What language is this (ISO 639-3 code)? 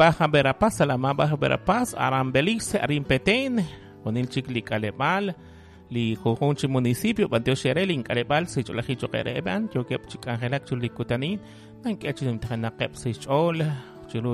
kek